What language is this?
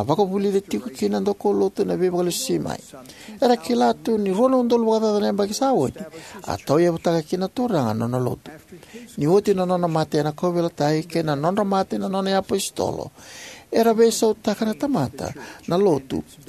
Fijian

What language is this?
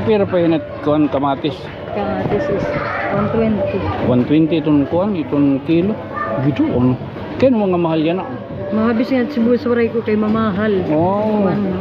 Waray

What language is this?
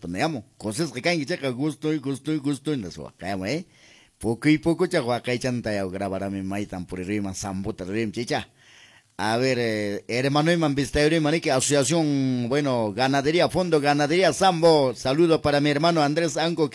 Quechua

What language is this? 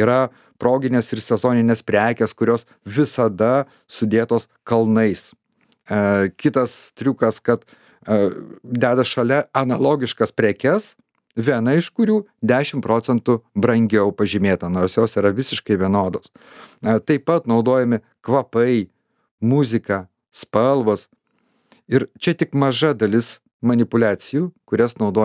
Lithuanian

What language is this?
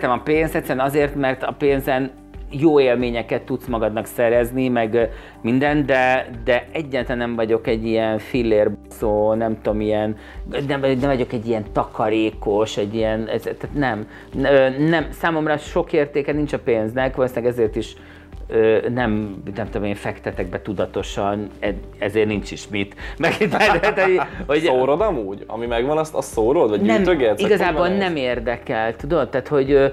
Hungarian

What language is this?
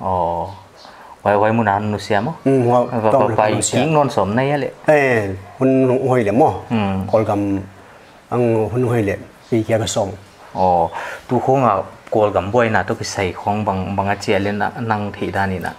Paite Chin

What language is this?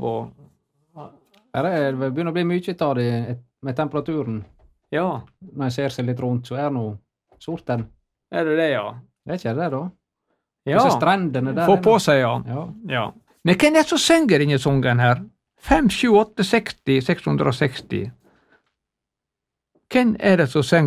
Norwegian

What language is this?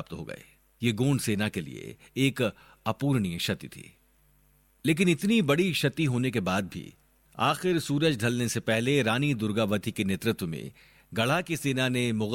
Hindi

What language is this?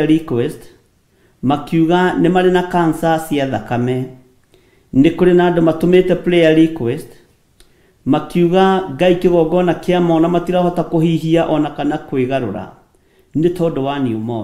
Kikuyu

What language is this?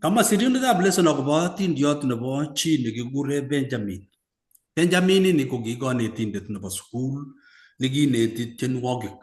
Kalenjin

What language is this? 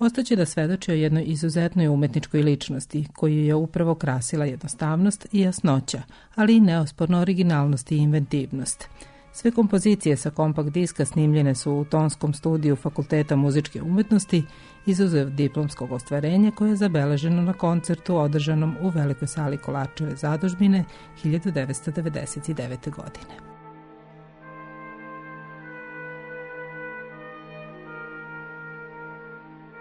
Serbian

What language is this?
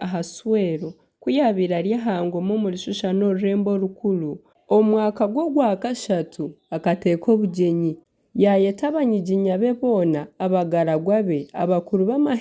Nyankole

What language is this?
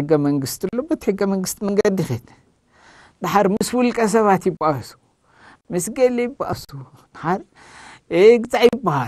Tigrinya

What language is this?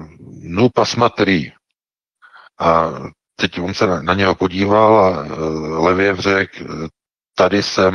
Czech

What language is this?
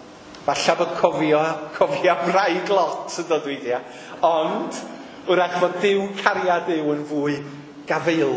Welsh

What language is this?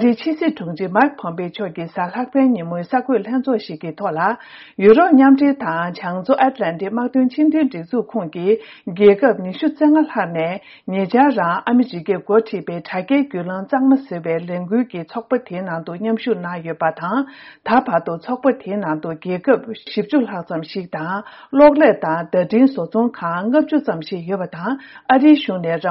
Tibetan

